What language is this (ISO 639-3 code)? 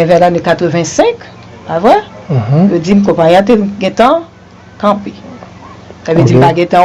hat